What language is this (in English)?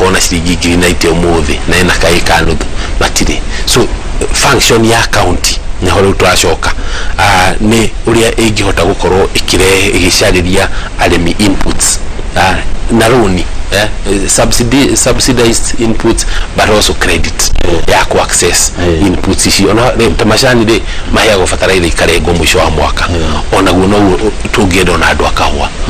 Kikuyu